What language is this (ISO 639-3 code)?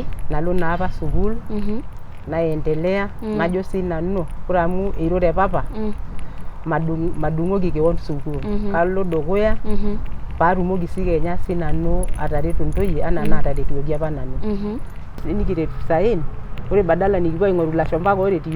mas